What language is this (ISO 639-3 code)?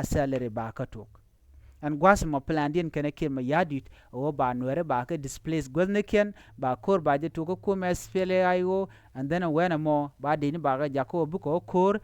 nus